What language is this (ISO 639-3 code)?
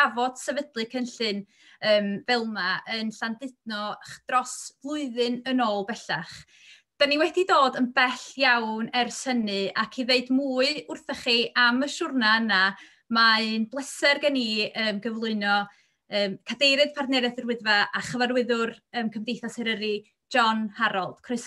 cym